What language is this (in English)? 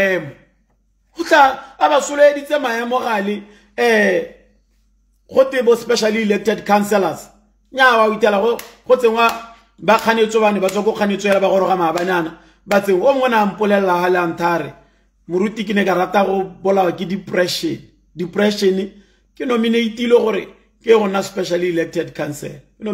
Tswana